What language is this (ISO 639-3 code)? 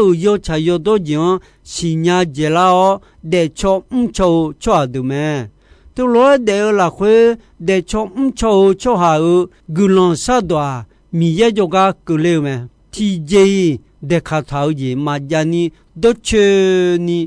ahk